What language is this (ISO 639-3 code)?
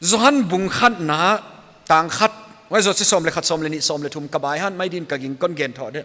pck